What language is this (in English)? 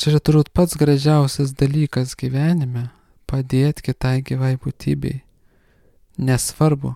Lithuanian